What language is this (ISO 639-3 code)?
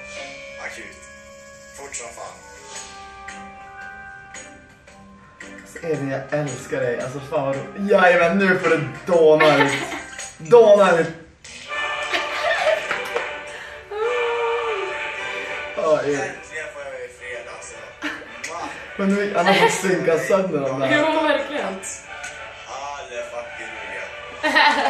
swe